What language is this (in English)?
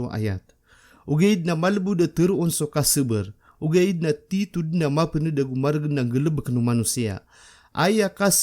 Maranao